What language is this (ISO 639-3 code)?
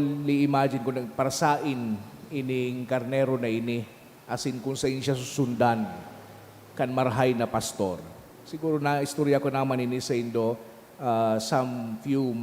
bik